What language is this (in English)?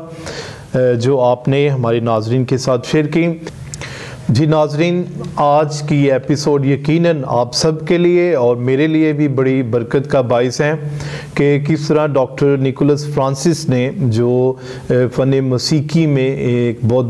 Urdu